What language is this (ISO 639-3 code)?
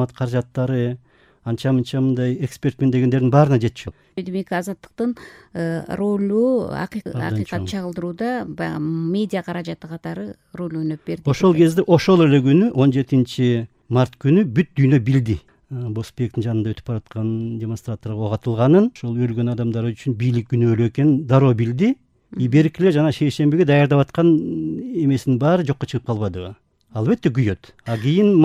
kir